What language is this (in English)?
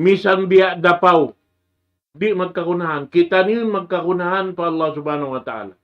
Tausug